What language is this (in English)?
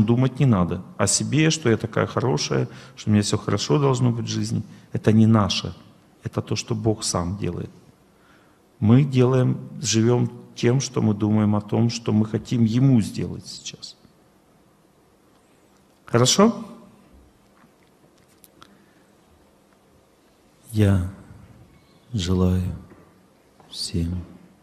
Russian